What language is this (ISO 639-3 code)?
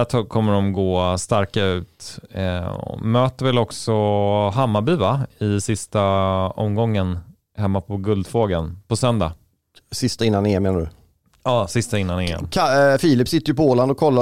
swe